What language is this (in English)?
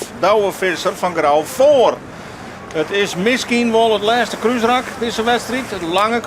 Western Frisian